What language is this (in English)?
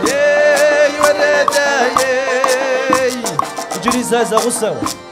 Kabardian